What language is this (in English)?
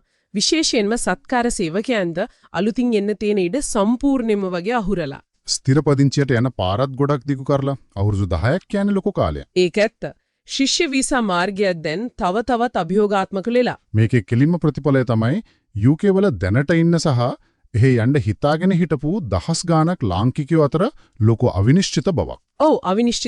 Sinhala